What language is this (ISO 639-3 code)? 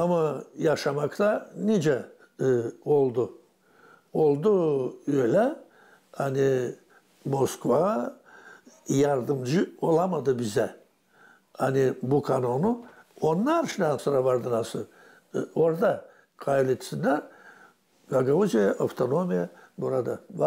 gag